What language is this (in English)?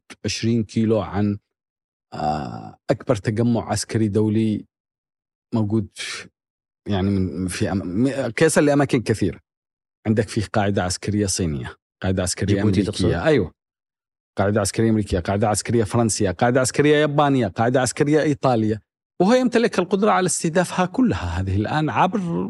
Arabic